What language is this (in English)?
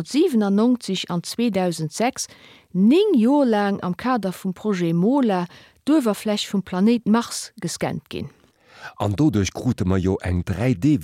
Luxembourgish